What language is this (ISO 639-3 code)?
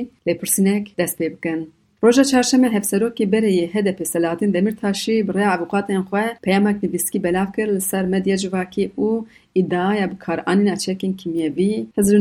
kur